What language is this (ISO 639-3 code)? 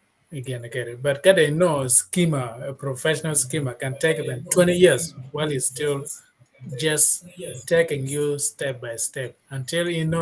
ach